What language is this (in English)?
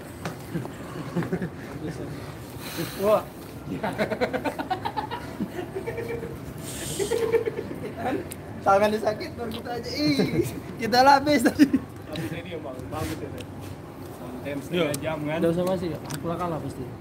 Indonesian